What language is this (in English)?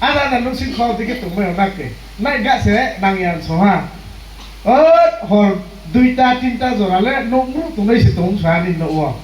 Riang (India)